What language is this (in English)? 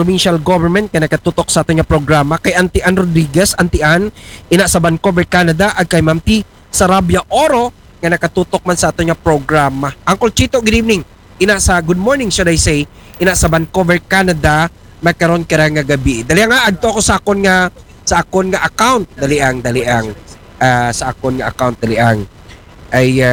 Aklanon